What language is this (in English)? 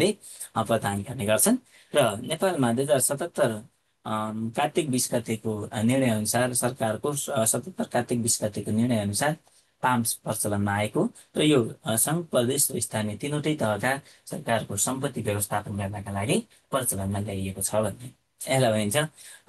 Nepali